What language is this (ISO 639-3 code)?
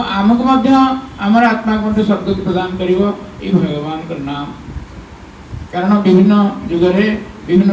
ori